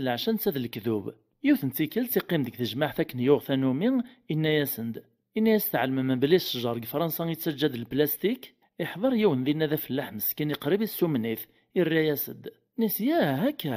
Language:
Kabyle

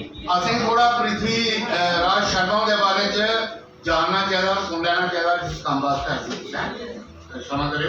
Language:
Dogri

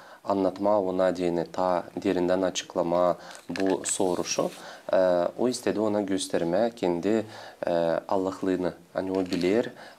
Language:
Gagauz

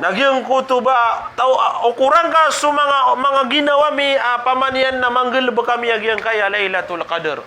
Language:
Maranao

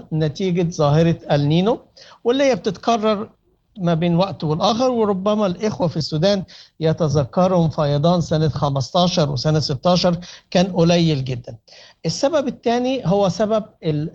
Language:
Sudanese Arabic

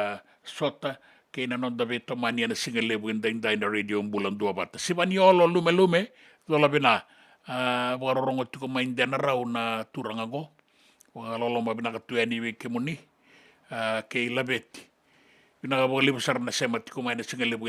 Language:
Fijian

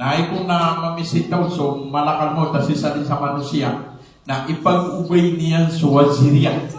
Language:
Maranao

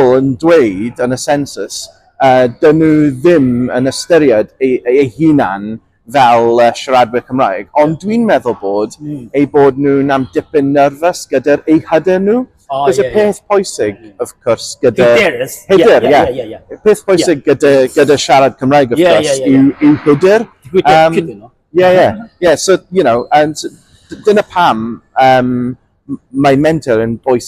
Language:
Welsh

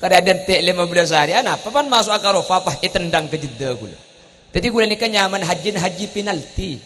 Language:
Madurese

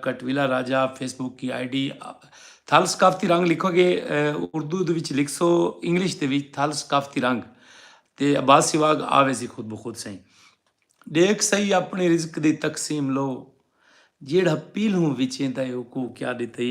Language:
Saraiki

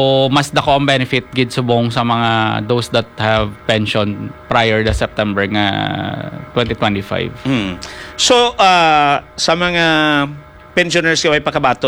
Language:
Hiligaynon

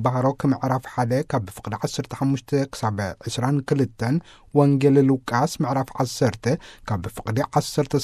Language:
Tigrinya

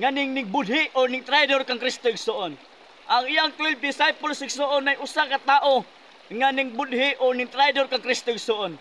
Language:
Cebuano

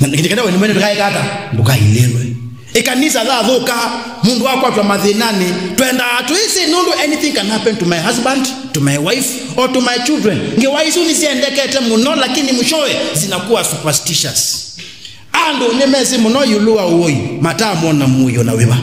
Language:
Kamba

